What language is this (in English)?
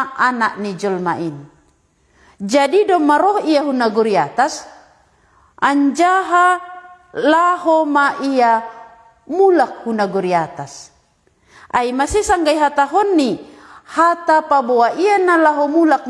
Batak Simalungun